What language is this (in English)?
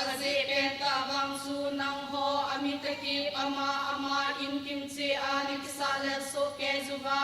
Thado Chin